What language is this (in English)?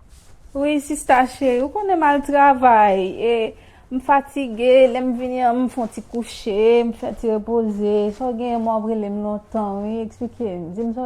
Haitian Creole